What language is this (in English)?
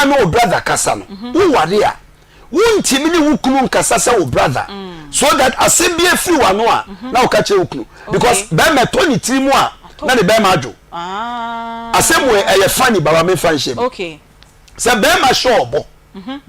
Akan